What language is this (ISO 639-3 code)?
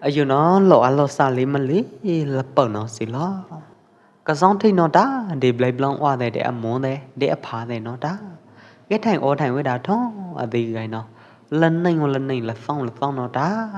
kjp